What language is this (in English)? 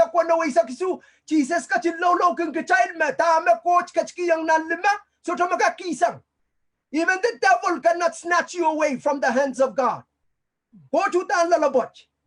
Pohnpeian